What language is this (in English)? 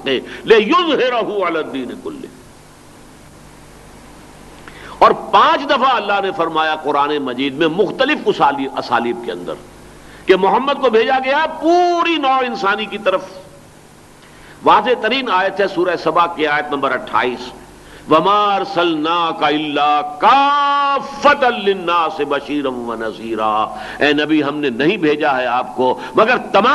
Urdu